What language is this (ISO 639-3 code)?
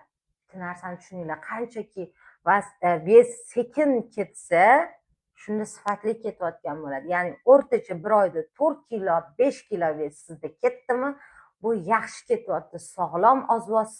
uzb